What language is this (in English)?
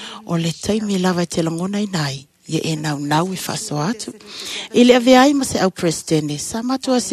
Samoan